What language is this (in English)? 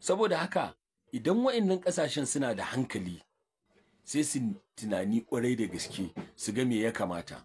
Hausa